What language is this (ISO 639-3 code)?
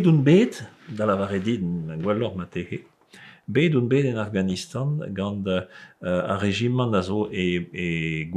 bre